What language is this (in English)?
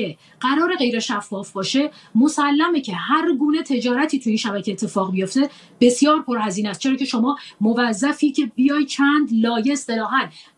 Persian